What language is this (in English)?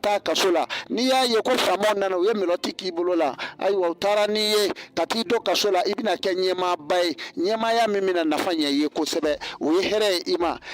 Bambara